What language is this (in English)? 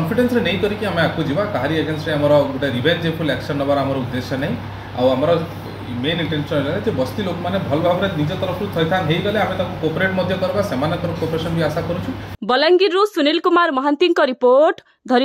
Odia